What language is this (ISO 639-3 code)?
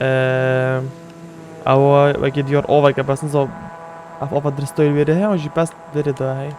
kur